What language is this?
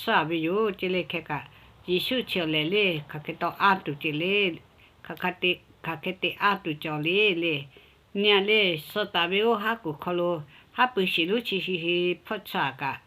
Lahu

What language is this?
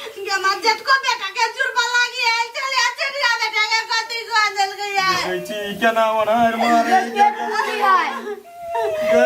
Maithili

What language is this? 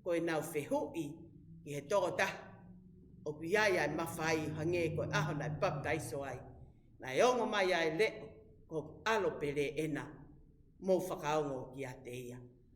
Tongan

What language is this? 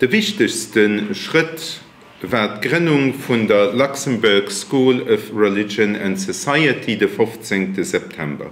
Luxembourgish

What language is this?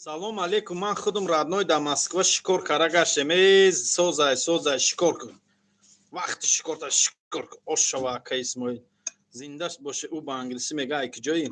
Tajik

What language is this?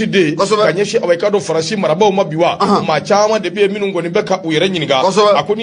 Bambara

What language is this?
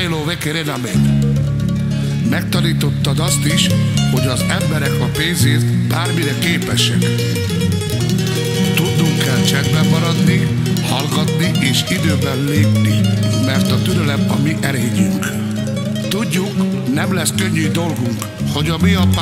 Hungarian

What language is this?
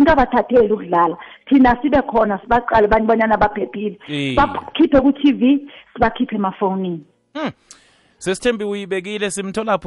South Ndebele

